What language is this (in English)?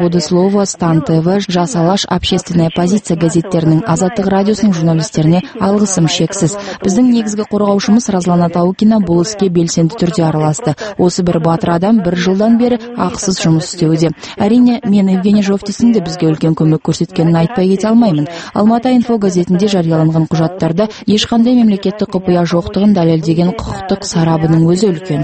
Kazakh